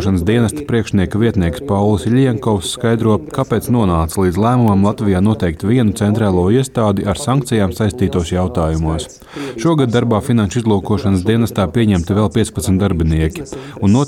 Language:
Latvian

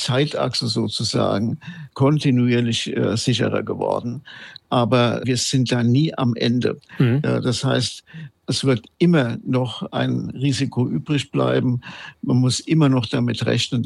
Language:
German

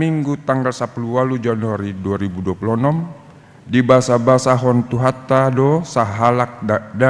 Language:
Batak Toba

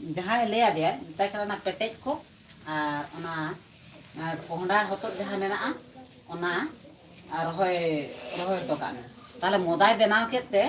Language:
Santali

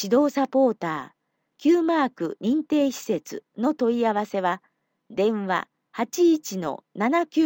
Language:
Japanese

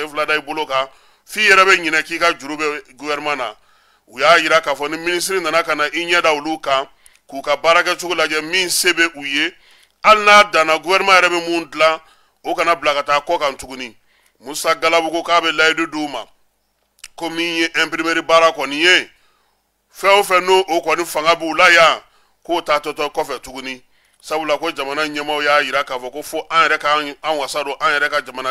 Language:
Bambara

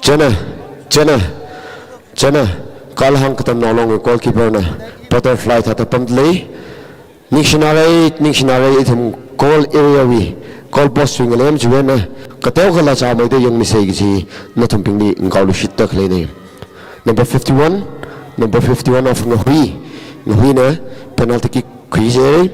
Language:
Tangkhul Naga (India)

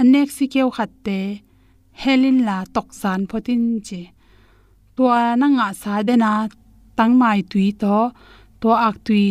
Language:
Tedim Chin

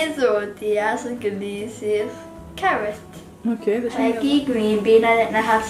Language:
Kabyle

